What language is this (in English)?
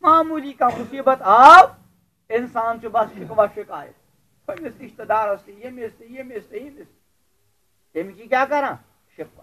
Kashmiri